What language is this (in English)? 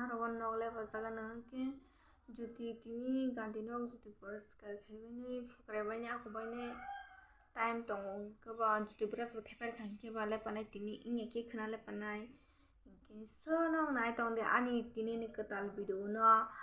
Kok Borok